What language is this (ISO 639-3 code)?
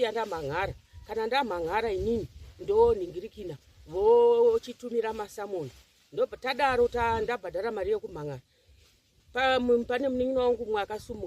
sna